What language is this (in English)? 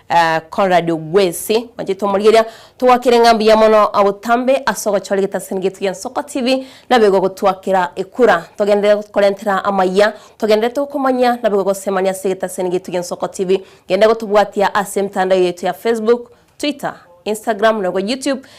Gusii